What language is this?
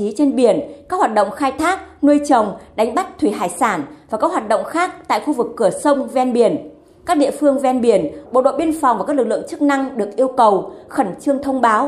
Vietnamese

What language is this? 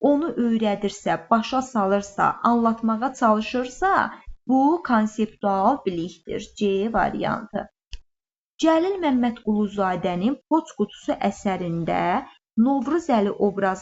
Azerbaijani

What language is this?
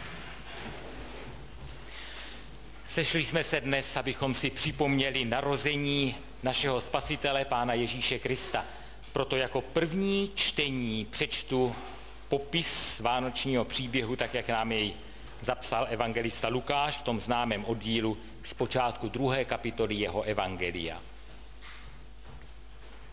Czech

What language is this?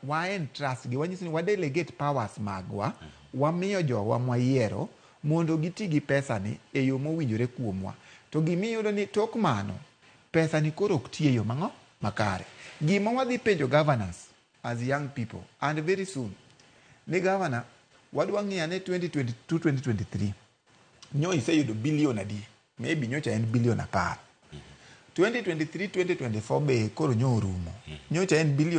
Luo (Kenya and Tanzania)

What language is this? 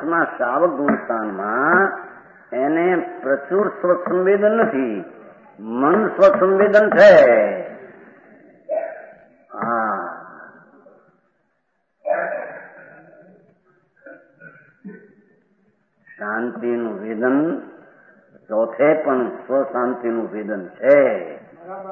Gujarati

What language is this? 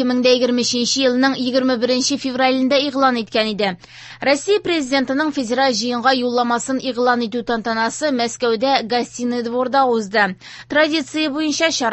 Tatar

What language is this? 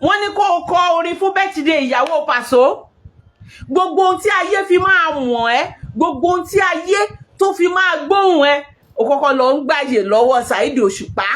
Yoruba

